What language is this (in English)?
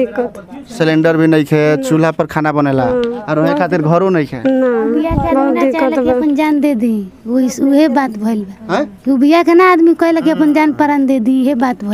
Bhojpuri